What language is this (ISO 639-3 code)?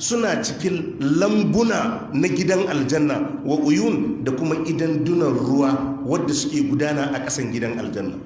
hau